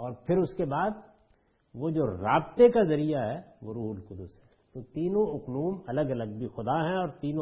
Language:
Urdu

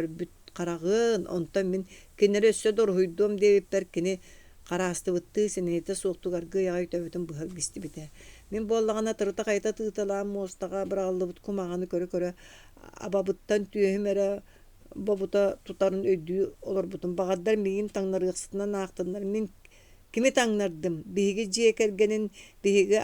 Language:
Yakut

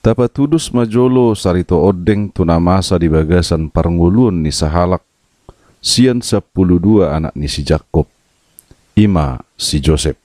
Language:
Batak Toba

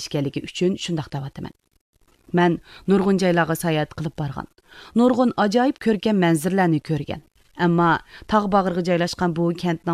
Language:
Uyghur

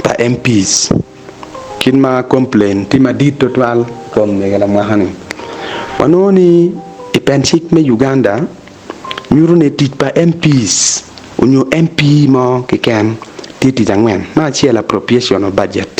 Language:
Acoli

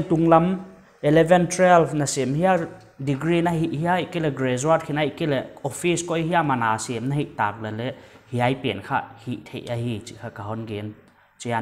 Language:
Paite Chin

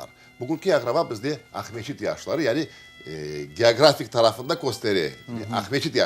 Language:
Crimean Tatar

